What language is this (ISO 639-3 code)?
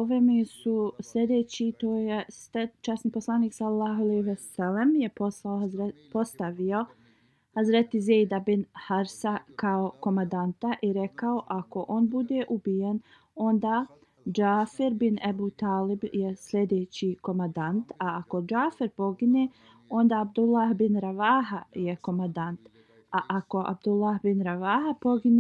bos